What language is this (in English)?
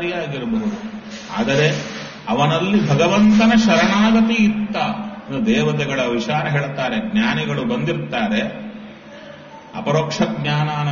Kannada